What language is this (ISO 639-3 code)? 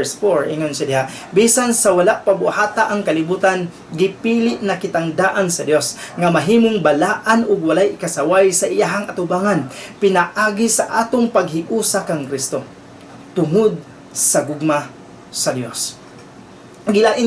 ceb